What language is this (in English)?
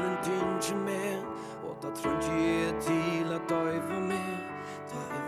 Faroese